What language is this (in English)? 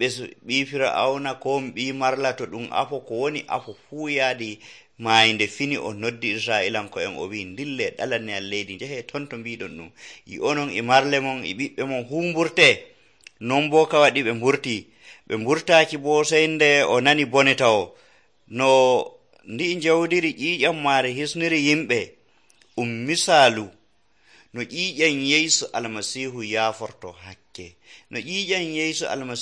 Nigerian Fulfulde